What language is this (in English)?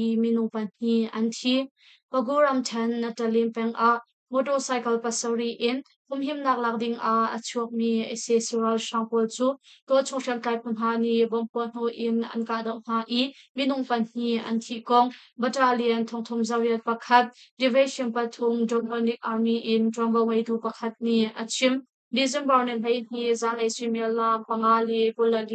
Hakha Chin